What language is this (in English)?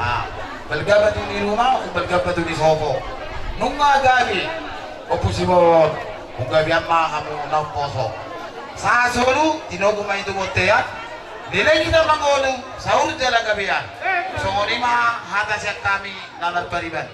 Batak Toba